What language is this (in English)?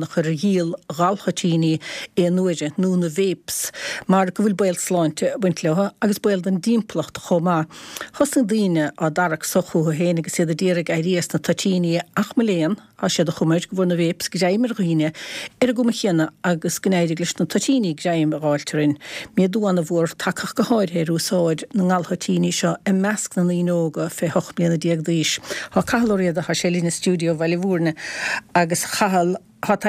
Irish